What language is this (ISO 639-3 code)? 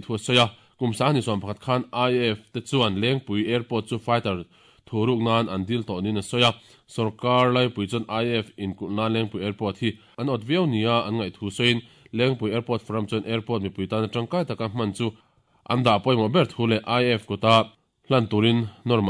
lus